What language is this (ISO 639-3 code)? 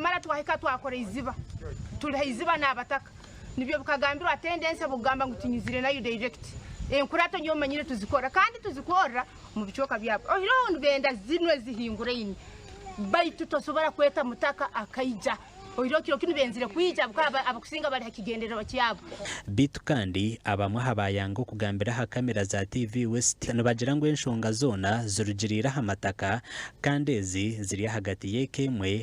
nyn